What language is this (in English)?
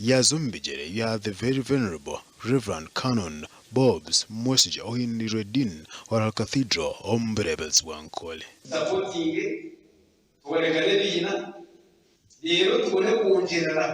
Nyankole